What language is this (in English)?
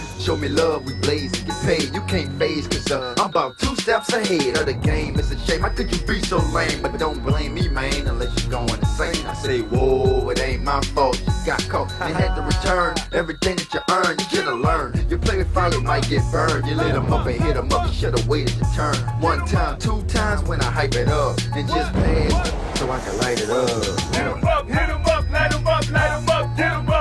English